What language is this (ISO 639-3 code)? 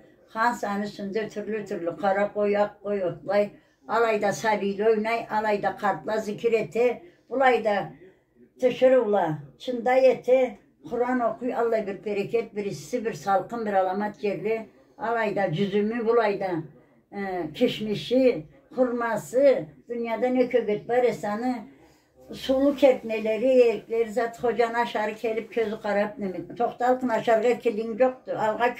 krc